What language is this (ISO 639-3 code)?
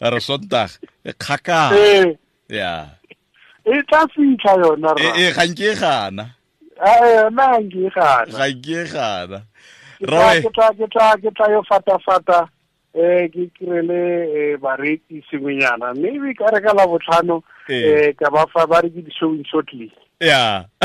tsn